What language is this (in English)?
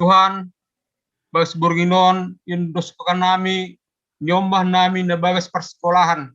Batak Simalungun